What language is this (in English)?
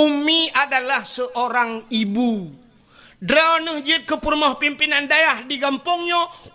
Achinese